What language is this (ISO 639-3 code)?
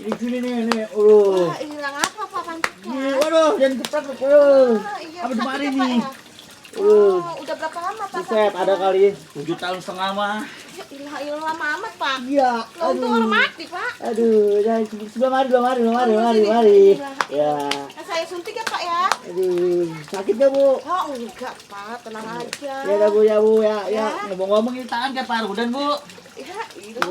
bew